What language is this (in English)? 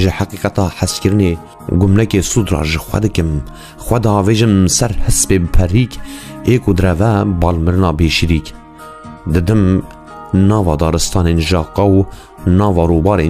Kurdish